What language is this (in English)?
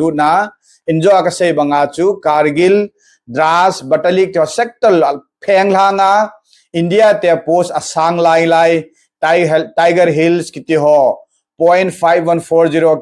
Thado Chin